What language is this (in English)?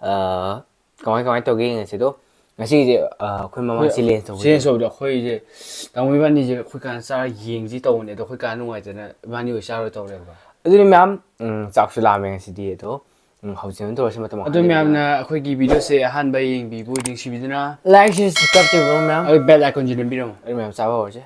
Manipuri